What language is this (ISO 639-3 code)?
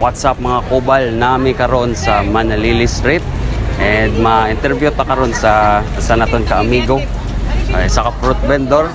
ceb